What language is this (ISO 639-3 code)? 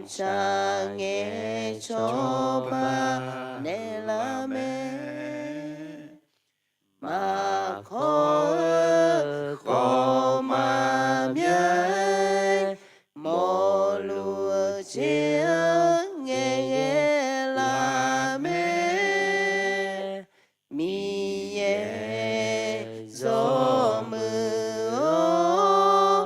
ahk